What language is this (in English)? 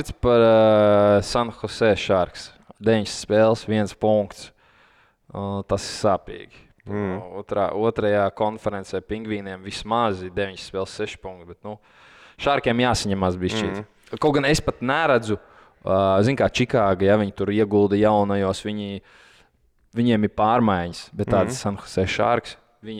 Latvian